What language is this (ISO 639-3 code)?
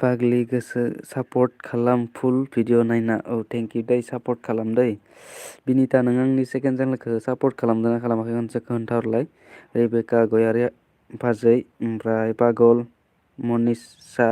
brx